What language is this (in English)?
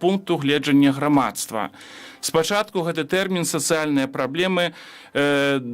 Belarusian